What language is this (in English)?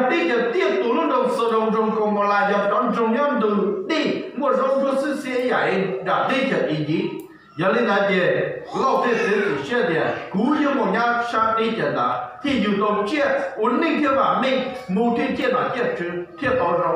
Hmong